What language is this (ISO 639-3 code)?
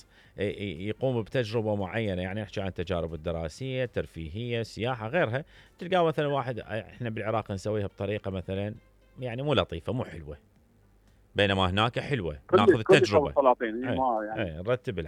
acm